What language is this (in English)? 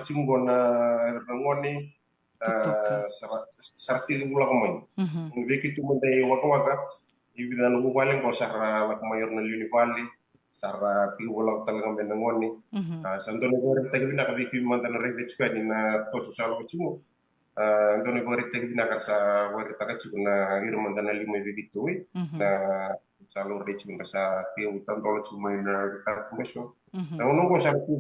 Fijian